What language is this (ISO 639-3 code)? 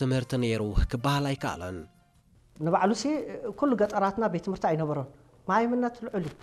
tir